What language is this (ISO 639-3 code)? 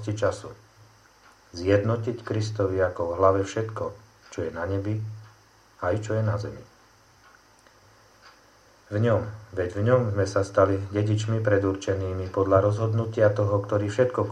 slk